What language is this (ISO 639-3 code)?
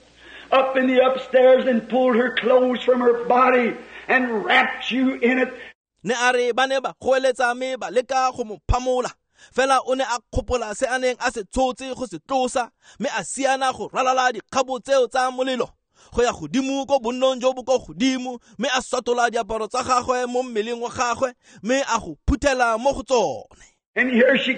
tsn